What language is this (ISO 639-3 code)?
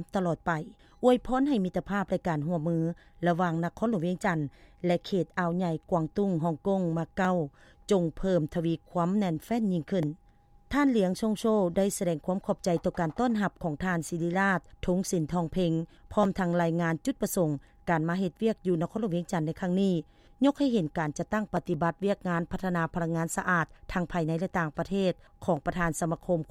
lao